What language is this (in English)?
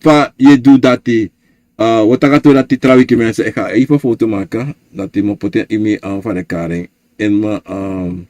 Sranan Tongo